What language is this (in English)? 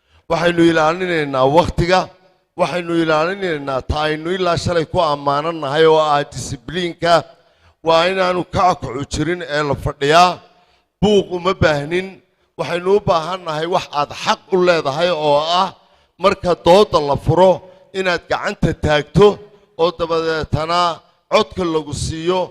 Somali